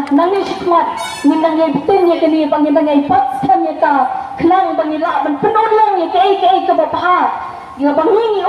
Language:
Khasi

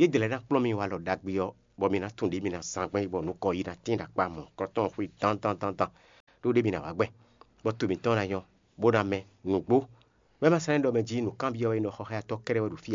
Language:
Fon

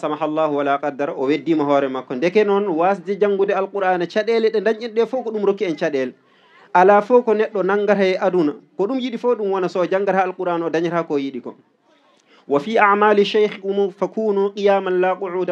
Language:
Fula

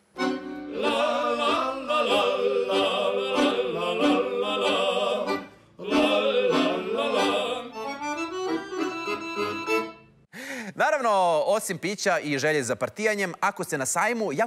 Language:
Serbian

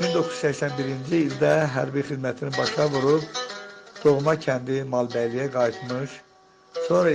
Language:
Azerbaijani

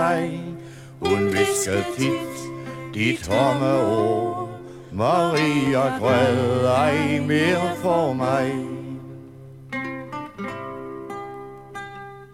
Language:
Danish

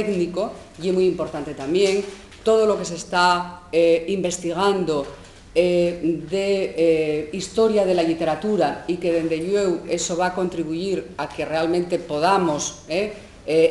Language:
Asturian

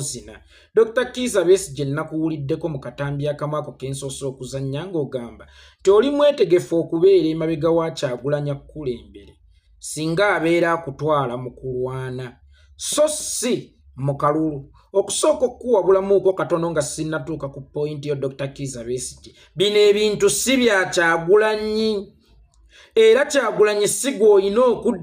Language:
Ganda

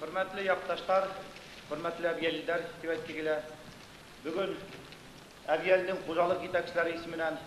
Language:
Bashkir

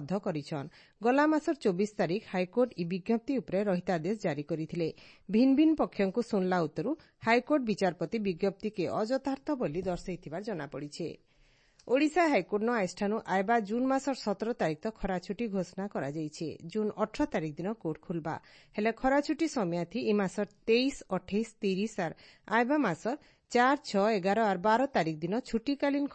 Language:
Odia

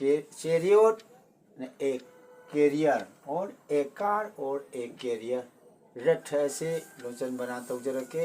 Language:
Manipuri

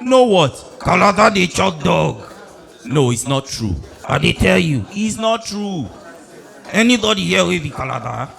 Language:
Nigerian Pidgin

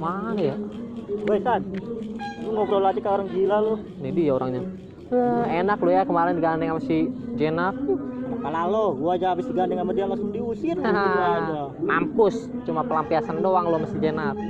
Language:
Betawi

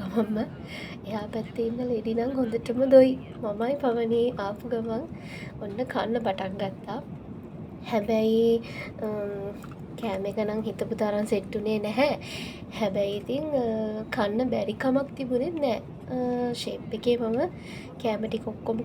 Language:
Sinhala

